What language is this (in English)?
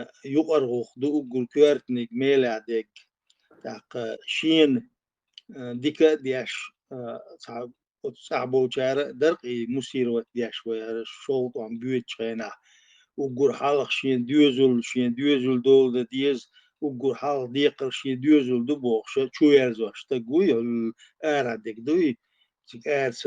Chechen